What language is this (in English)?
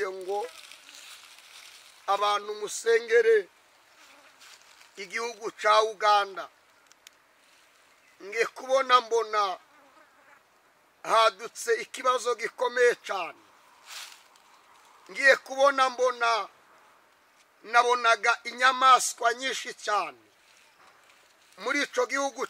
Kinyarwanda